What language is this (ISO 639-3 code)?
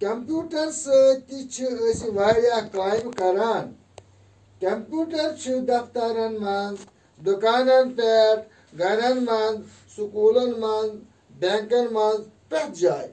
kas